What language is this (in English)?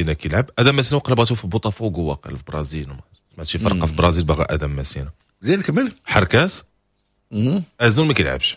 Moroccan Arabic